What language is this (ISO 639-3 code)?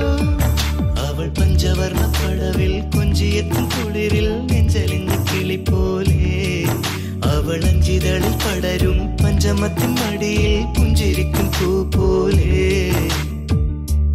mal